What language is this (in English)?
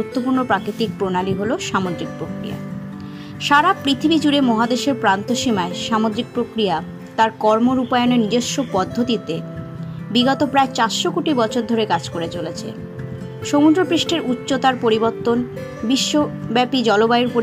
Bangla